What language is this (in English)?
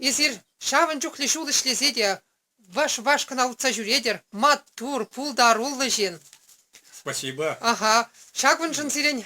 Chuvash